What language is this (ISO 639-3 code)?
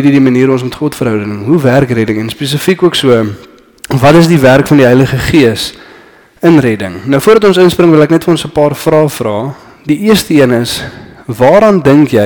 afr